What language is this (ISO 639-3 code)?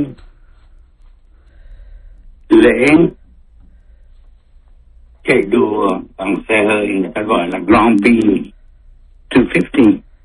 vie